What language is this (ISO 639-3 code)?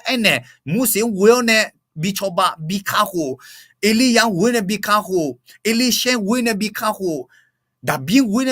ahk